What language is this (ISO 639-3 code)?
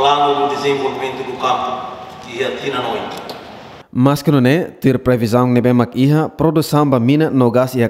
tet